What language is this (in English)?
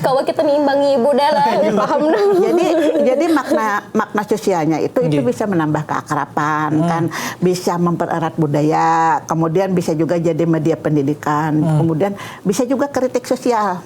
Banjar